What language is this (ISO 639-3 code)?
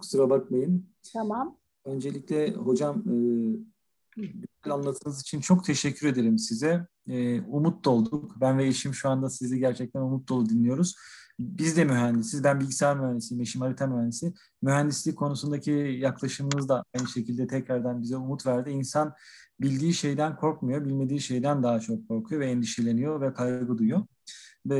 tur